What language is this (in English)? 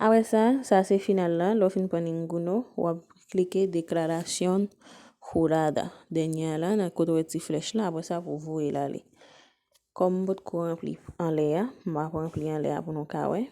Haitian Creole